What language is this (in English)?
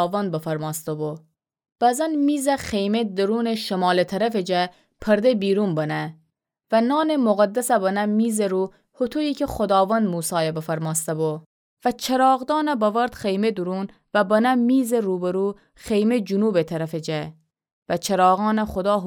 Gilaki